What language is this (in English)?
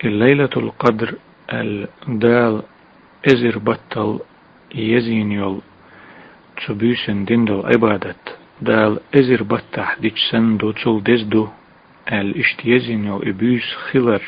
Chechen